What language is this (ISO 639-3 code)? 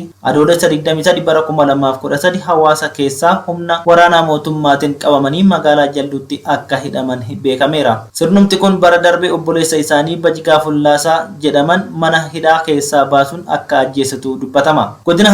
orm